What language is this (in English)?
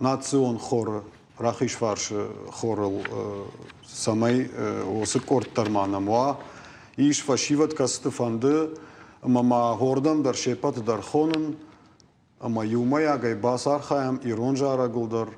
Ossetic